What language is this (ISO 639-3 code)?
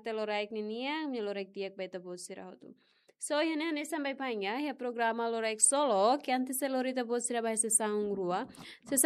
tet